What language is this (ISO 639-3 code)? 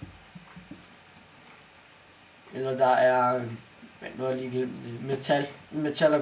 dan